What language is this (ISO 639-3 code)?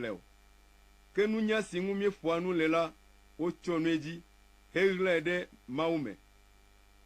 ewe